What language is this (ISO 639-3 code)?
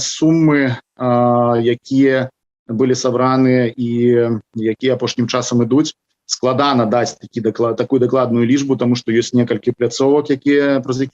bel